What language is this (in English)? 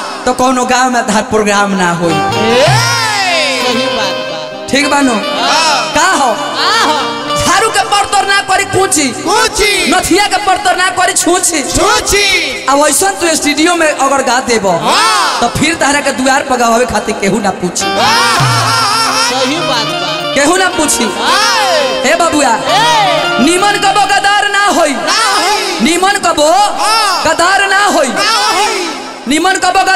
Bhojpuri